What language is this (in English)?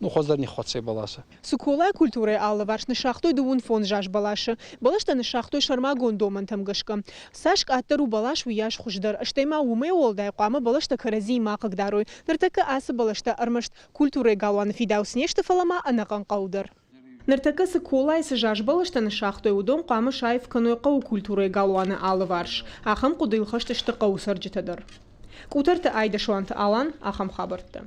Ossetic